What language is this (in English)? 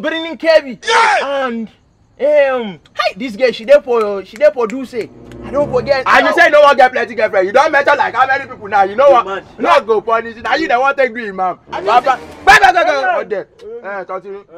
Nigerian Pidgin